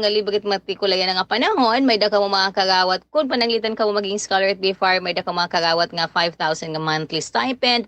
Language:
Waray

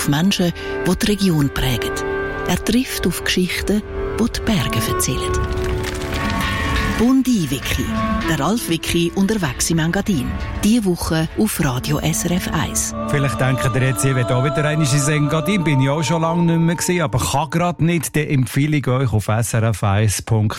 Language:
German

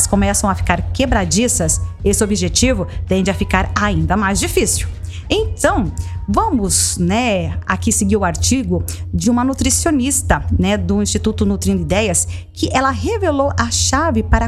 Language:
Portuguese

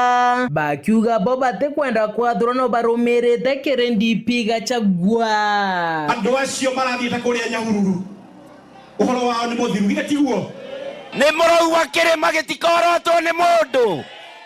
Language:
Meru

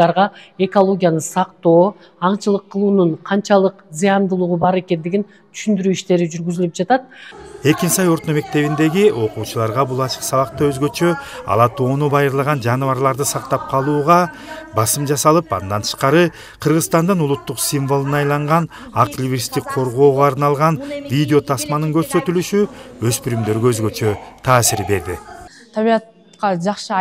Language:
Kyrgyz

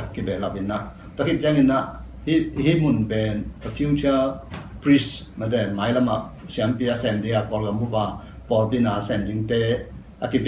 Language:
Tedim Chin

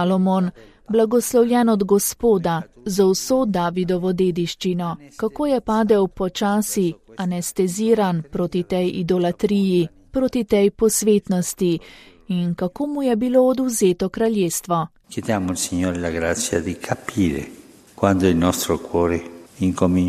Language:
Slovenian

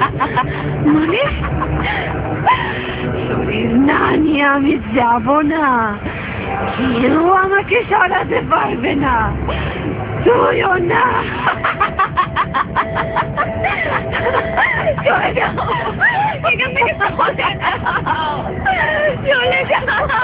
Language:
Bangla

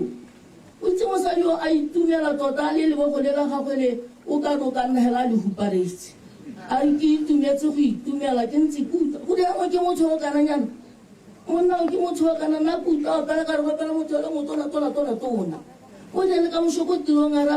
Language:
Tswana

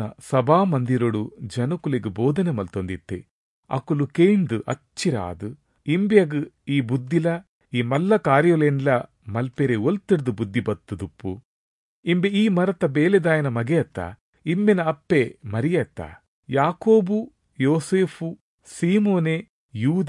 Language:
Tulu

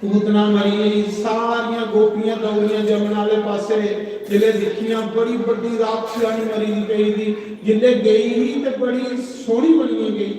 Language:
Dogri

